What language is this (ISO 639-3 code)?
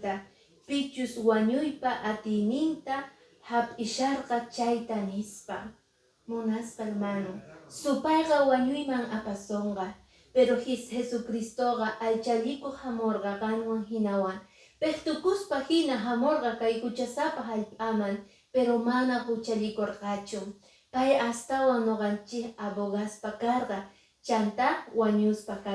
que